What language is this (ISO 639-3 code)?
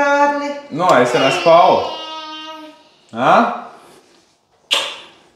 hrv